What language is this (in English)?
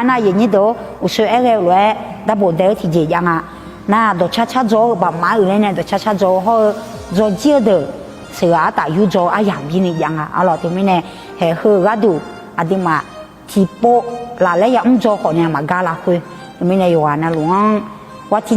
Akha